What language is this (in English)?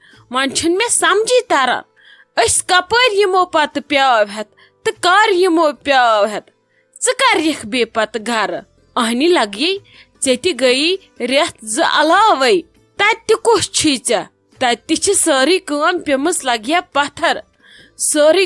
Kashmiri